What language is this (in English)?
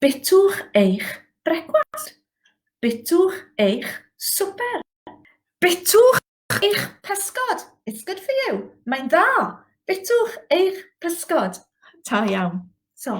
Welsh